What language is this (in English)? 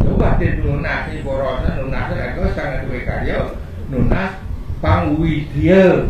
Balinese